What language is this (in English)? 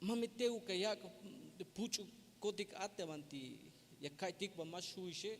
Tzeltal